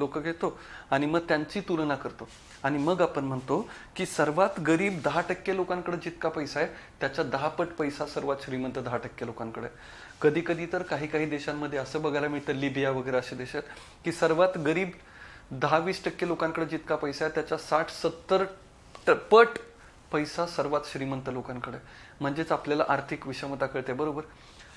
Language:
Marathi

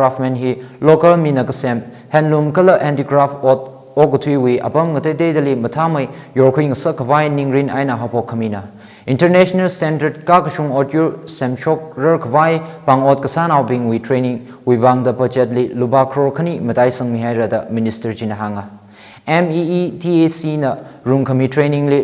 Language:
Tangkhul Naga (India)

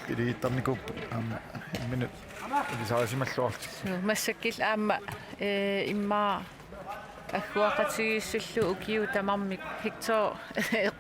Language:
Kalaallisut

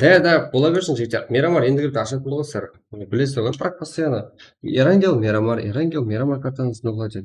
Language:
Kara-Kalpak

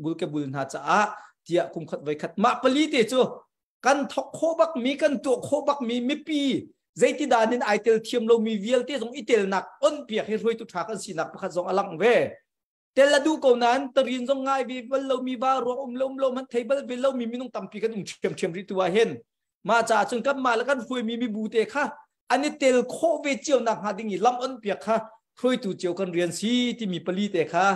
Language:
Thai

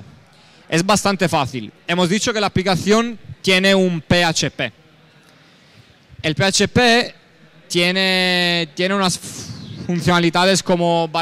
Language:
Spanish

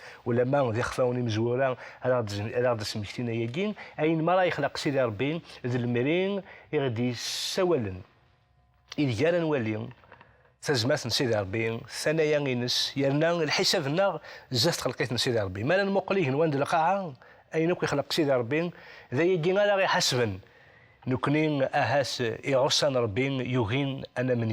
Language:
Kabyle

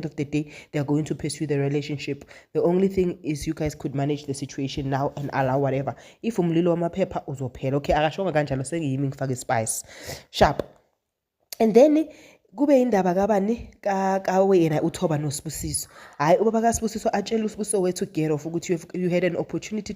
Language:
Zulu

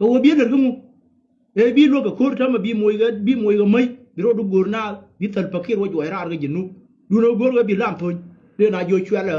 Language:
Nuer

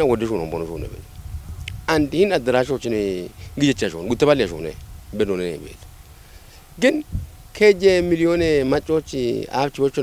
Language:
Kafa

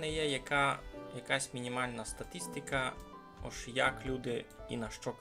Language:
Rusyn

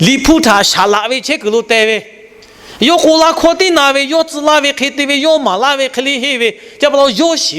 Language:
Lahu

